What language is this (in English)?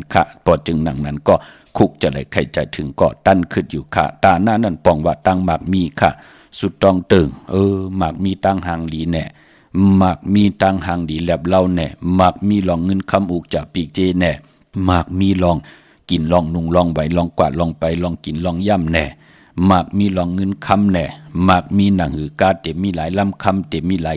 Shan